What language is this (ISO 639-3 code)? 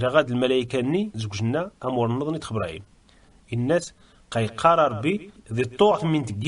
kab